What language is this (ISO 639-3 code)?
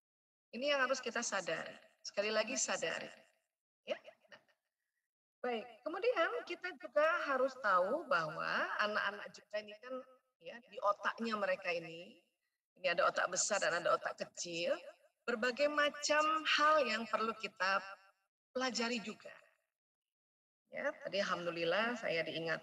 ind